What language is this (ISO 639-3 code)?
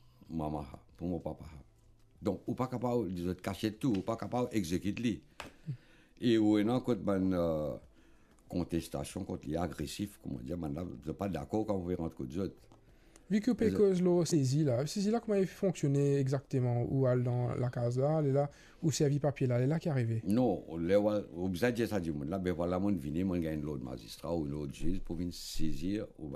mfe